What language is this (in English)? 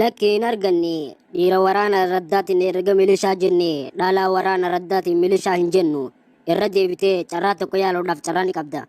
Oromo